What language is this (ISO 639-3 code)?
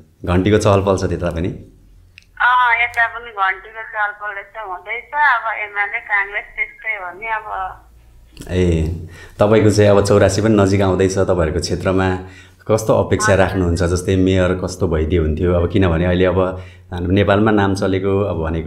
nep